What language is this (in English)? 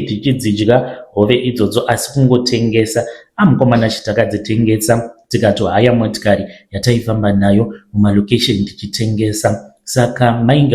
Shona